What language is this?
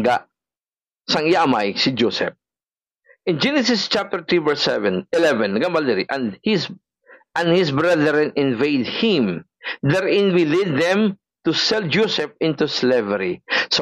Hiligaynon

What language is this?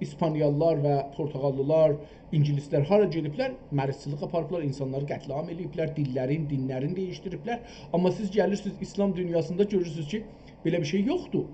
South Azerbaijani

